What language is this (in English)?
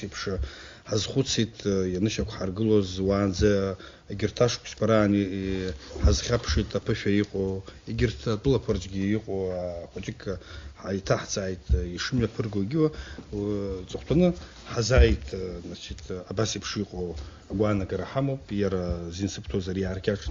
Abkhazian